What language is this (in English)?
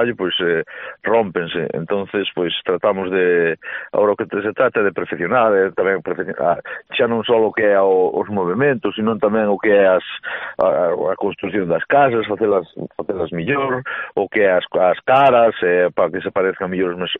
Galician